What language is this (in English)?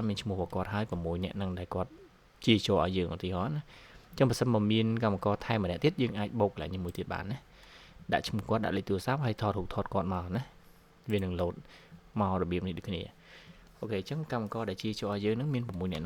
Khmer